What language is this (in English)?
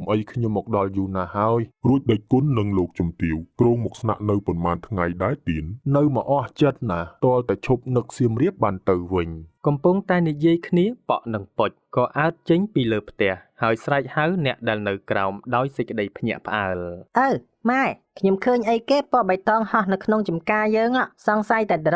Khmer